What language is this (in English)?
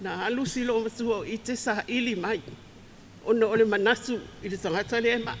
Samoan